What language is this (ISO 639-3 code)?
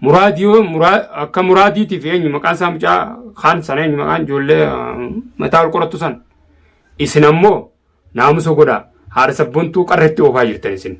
orm